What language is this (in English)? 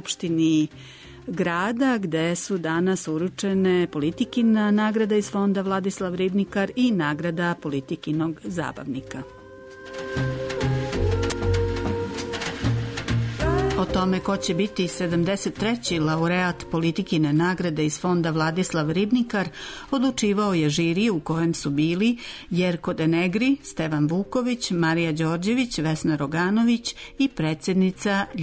Serbian